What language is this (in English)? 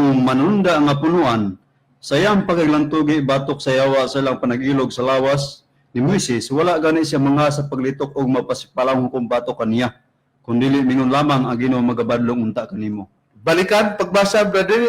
Cebuano